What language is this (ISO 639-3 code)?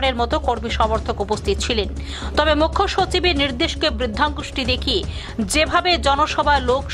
ben